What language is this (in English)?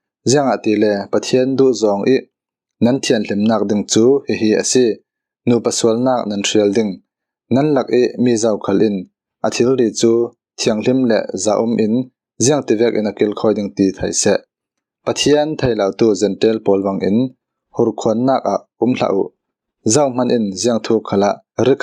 Falam Chin